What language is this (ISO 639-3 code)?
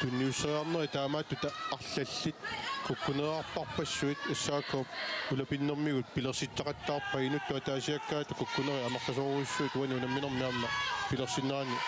kal